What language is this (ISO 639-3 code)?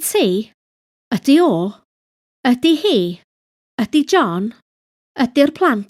cym